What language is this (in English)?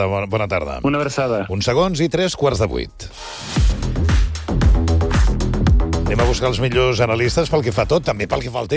Catalan